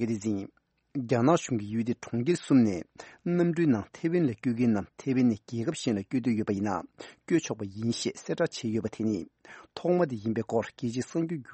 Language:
Tibetan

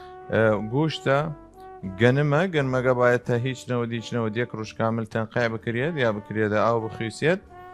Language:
Southern Kurdish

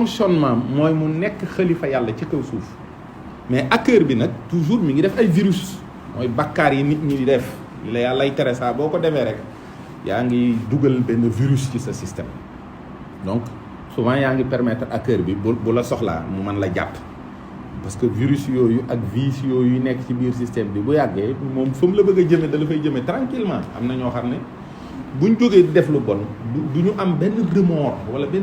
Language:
Wolof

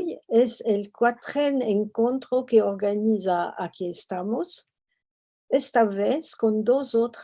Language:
Ladino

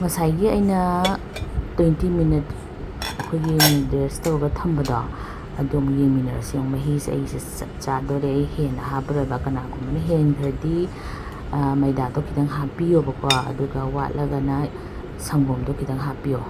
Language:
Manipuri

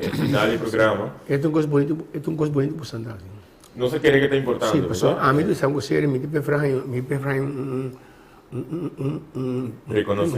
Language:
Papiamento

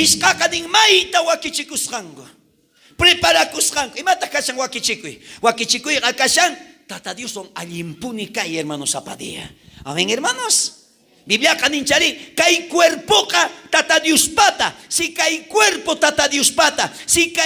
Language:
South Bolivian Quechua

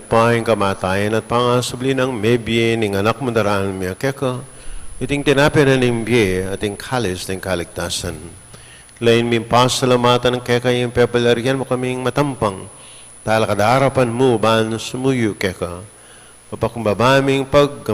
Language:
Pampanga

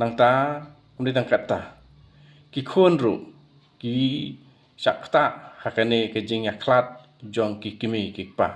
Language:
Khasi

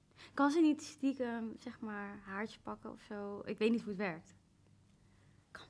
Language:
Dutch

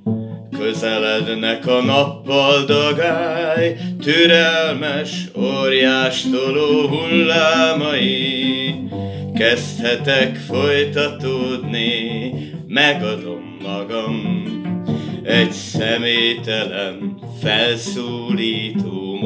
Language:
Hungarian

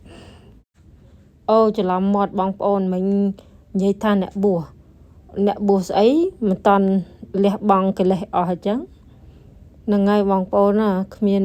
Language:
Khmer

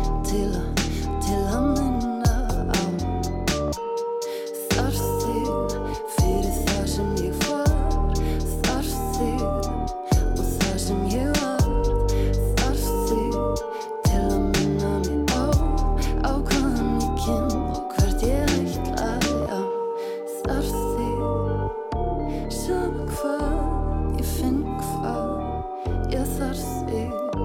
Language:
Icelandic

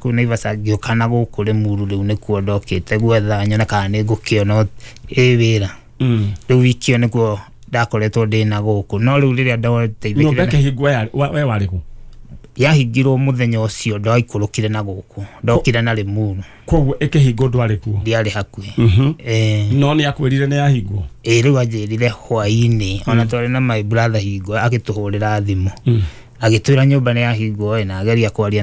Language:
Kikuyu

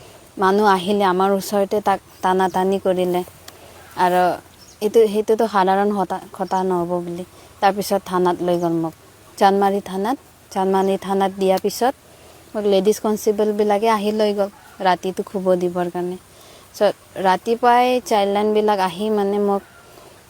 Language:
Assamese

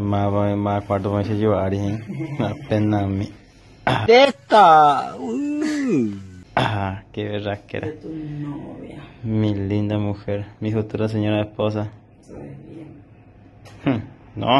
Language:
Guarani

